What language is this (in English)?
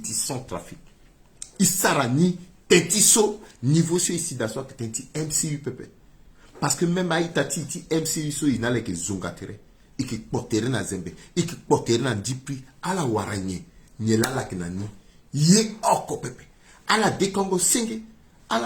Sango